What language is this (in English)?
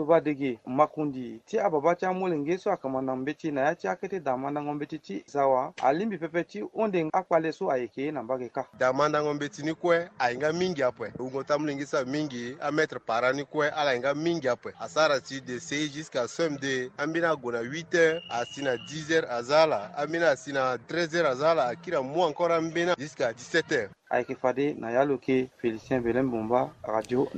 Sango